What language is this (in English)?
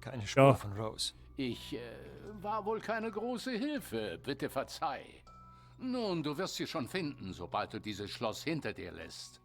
Bavarian